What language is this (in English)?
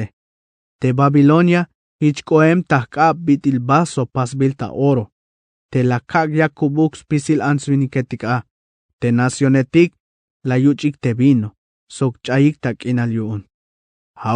Tzeltal